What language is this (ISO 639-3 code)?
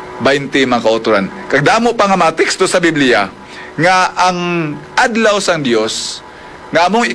hil